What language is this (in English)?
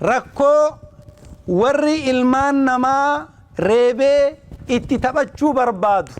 Oromo